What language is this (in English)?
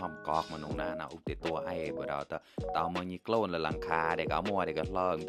Mon